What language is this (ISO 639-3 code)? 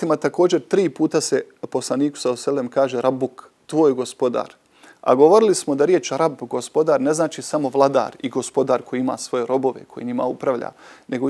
bos